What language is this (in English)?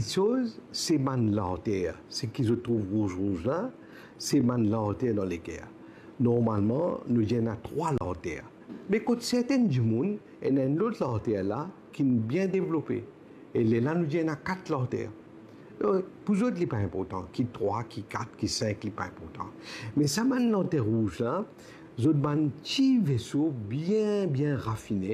Morisyen